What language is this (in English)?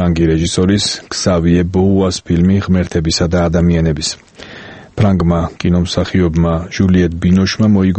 Georgian